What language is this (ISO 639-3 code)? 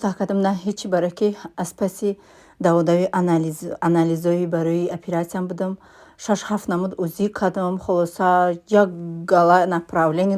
tgk